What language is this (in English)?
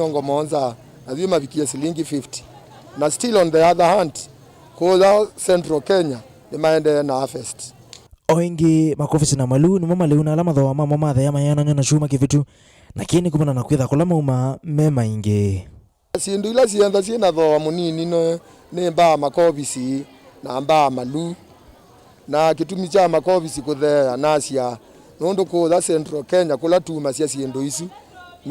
Kamba